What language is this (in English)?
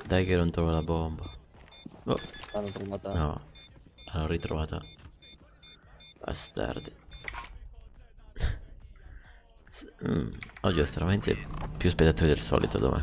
Italian